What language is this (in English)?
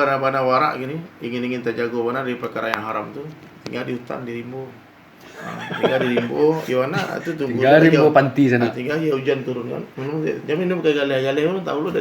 Minangkabau